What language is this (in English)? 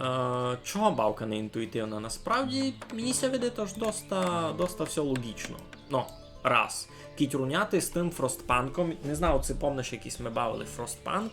Rusyn